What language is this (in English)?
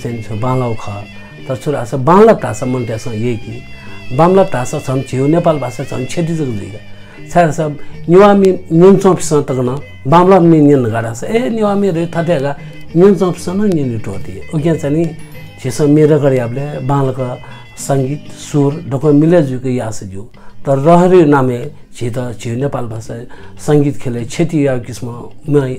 Newari